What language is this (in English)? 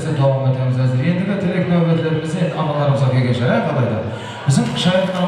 Kara-Kalpak